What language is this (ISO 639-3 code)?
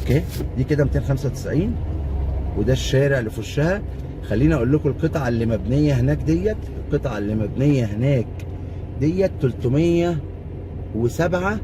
arz